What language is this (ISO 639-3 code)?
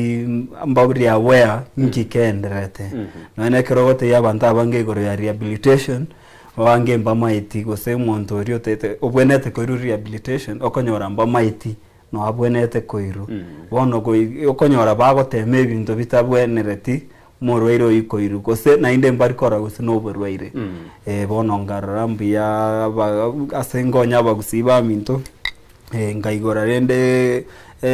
guz